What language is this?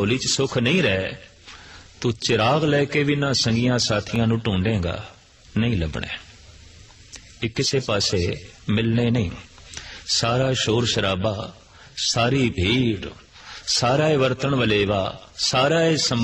Punjabi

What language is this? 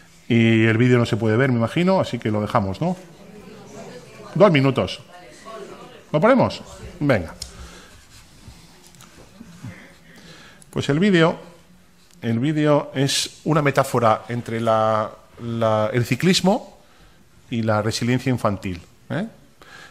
Spanish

